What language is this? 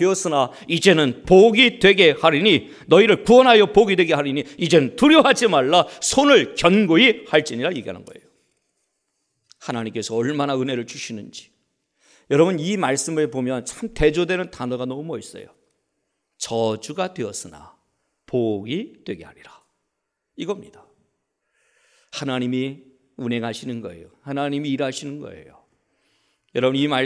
Korean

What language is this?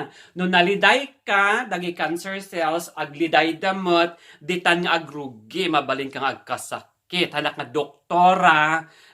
Iloko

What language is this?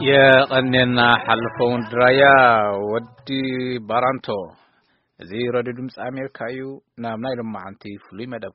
Tigrinya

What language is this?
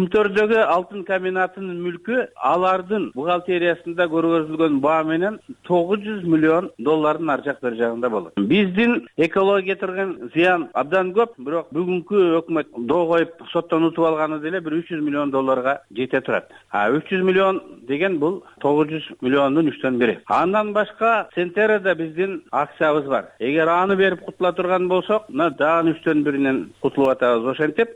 Kyrgyz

